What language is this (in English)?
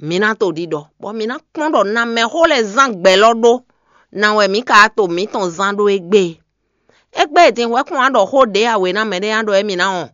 Fon